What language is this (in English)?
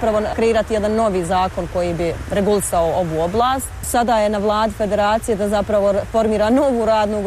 Bosnian